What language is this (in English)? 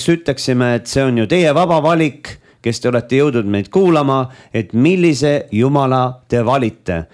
Estonian